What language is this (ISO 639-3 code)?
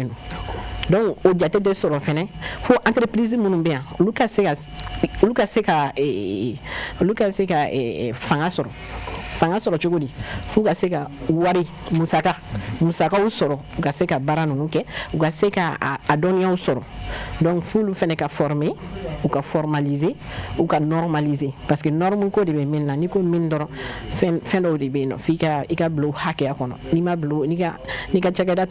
bam